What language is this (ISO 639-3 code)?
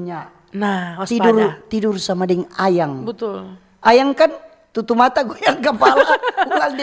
xmm